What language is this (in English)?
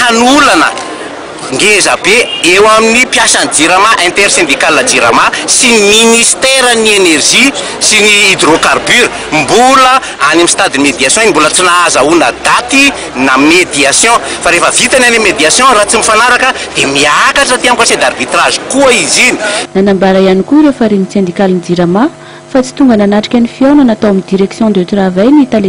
Malagasy